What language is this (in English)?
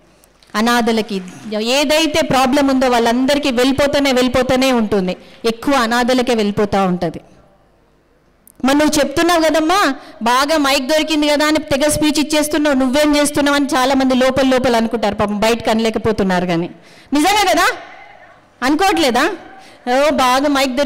Telugu